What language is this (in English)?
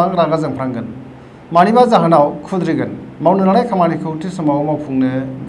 Bodo